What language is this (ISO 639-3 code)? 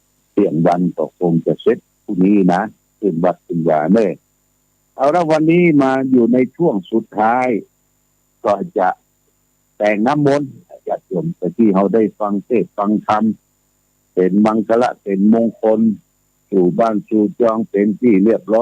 pli